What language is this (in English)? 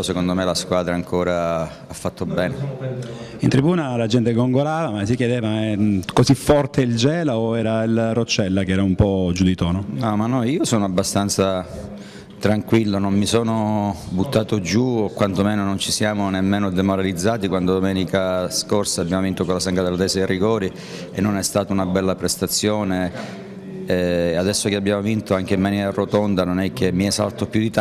Italian